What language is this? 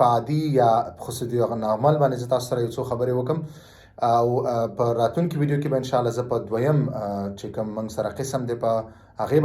Pashto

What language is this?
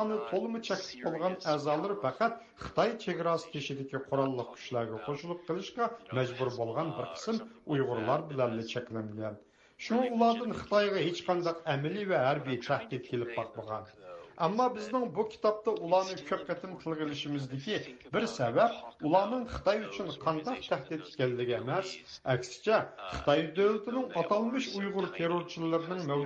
Uyghur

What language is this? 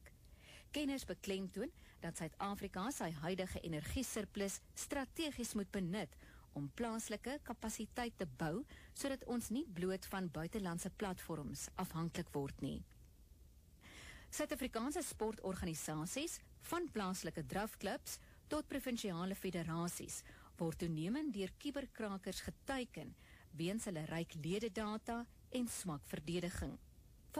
Afrikaans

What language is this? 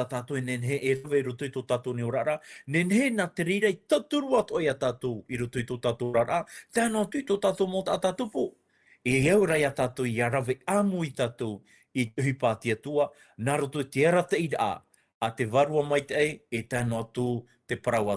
Tahitian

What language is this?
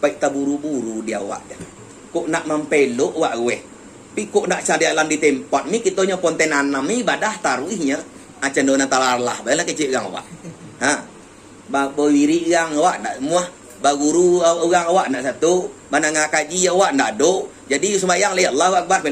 Minangkabau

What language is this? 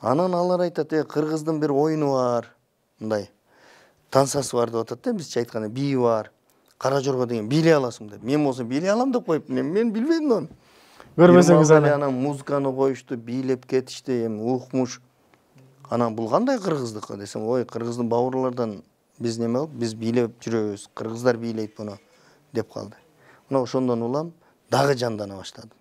Kyrgyz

